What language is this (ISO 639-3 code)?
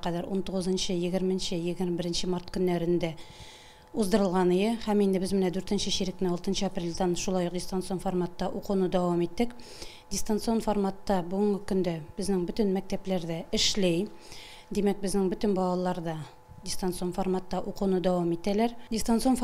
tat